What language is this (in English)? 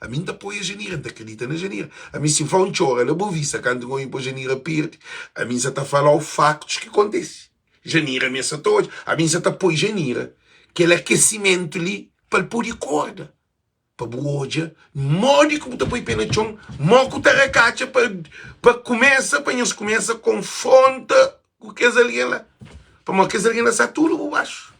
Kabuverdianu